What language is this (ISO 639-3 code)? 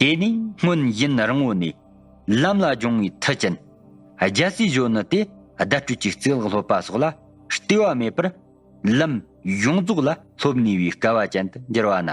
bod